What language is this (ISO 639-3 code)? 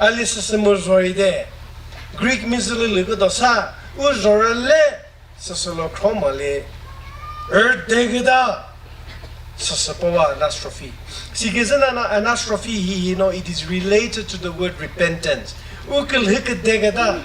nri